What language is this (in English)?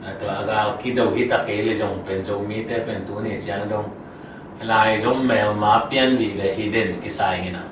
Tedim Chin